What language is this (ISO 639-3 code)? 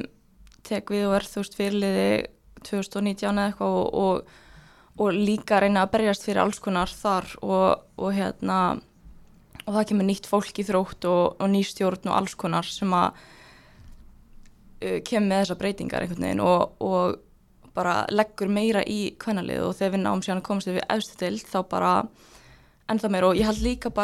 isl